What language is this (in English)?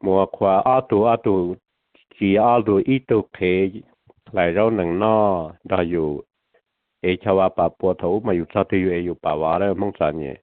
Hmong